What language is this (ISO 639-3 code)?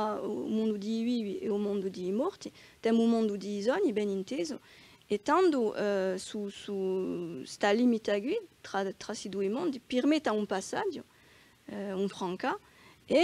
cos